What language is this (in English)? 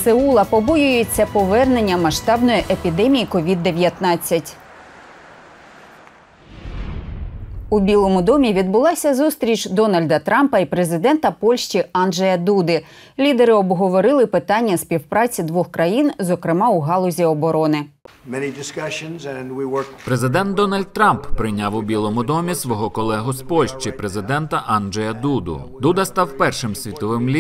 Ukrainian